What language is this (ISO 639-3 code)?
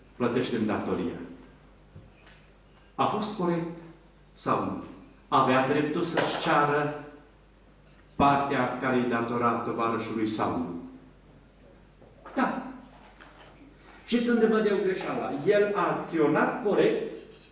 ron